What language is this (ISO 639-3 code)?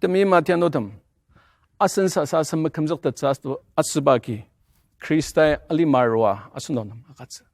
njo